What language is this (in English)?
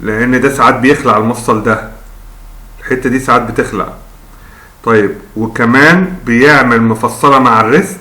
Egyptian Arabic